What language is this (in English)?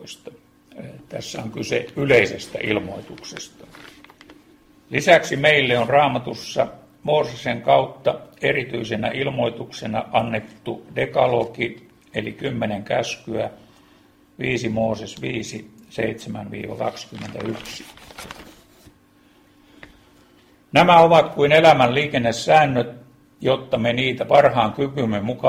Finnish